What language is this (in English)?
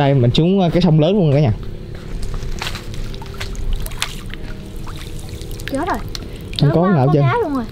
Vietnamese